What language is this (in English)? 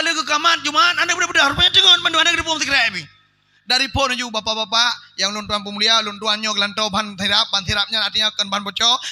Achinese